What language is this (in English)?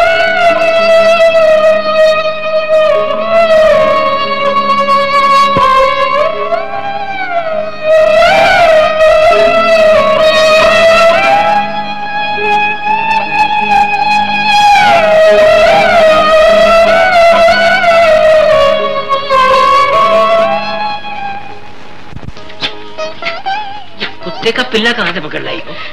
Hindi